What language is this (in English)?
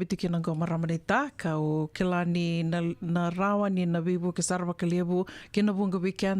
Fijian